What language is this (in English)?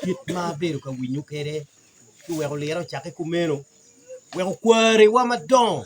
Acoli